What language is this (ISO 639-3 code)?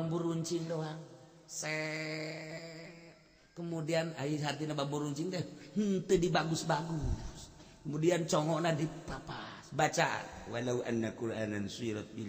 sun